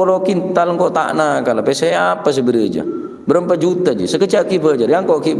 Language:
Madurese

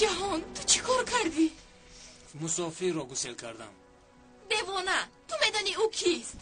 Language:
Tajik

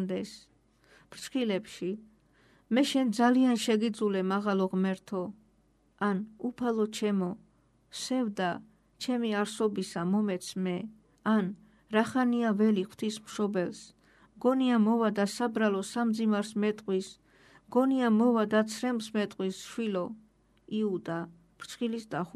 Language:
Georgian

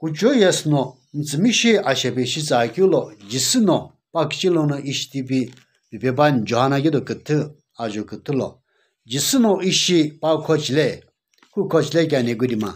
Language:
Sumi Naga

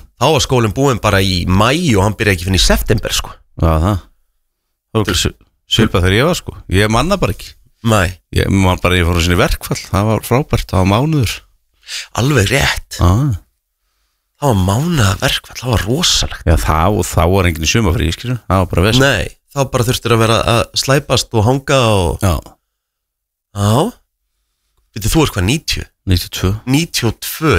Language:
Icelandic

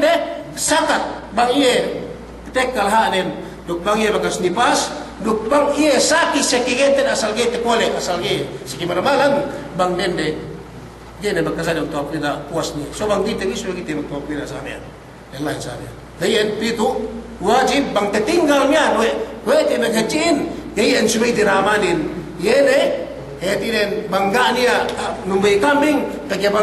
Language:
Yakan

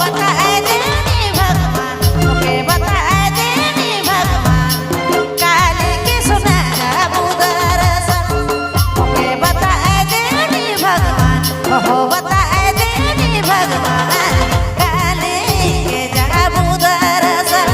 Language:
Sadri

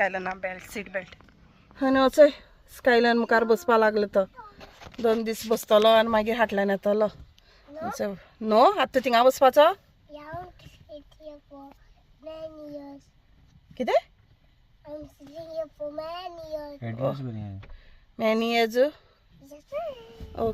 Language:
Konkani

